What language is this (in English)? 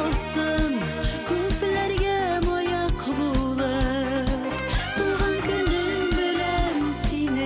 Bashkir